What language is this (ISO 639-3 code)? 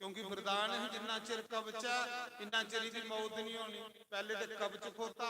doi